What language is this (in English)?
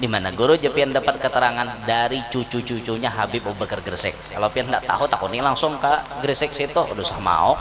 Banjar